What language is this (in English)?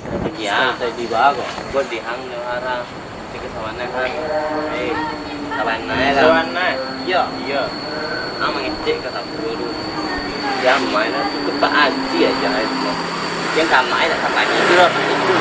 Minangkabau